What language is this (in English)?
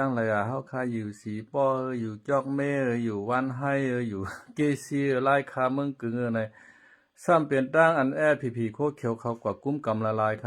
Shan